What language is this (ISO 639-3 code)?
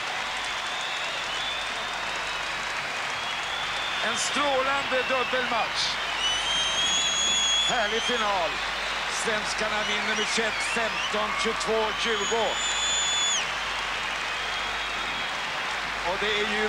swe